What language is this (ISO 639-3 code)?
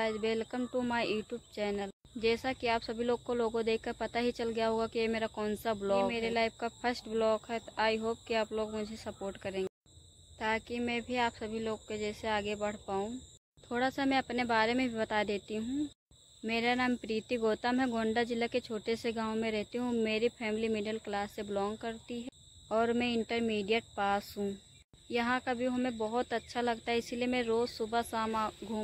hin